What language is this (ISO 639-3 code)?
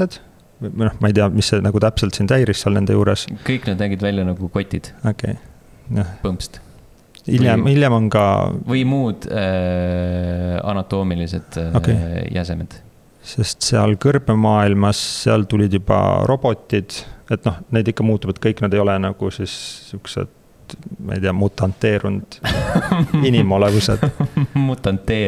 est